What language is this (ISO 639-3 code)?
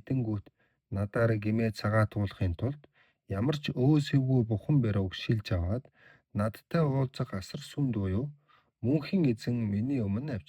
mon